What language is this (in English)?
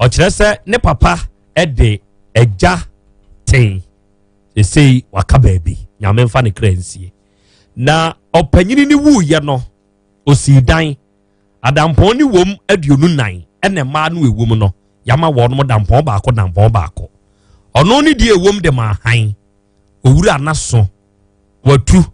Akan